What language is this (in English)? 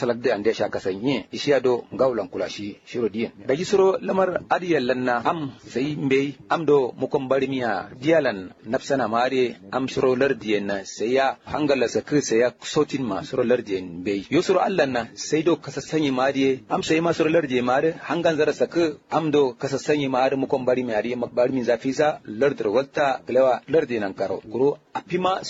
Kanuri